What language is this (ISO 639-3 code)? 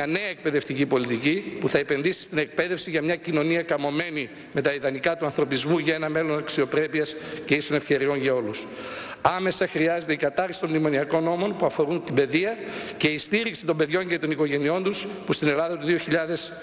ell